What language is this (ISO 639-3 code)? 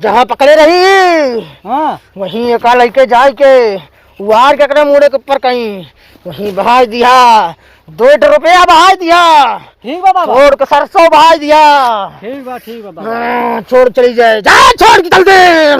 awa